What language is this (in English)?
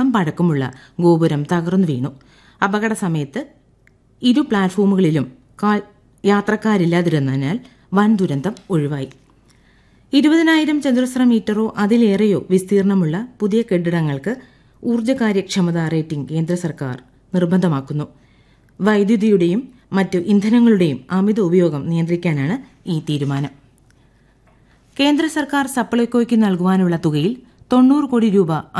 Malayalam